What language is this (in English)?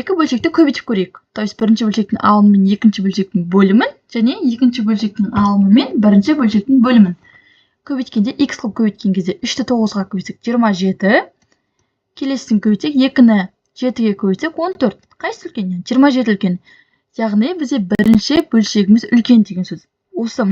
Kazakh